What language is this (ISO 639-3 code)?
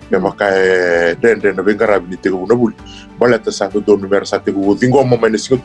fij